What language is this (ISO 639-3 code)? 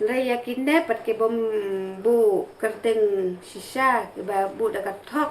kha